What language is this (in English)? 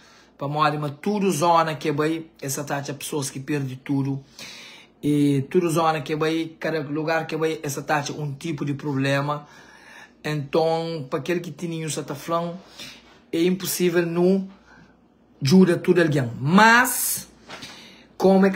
Kabuverdianu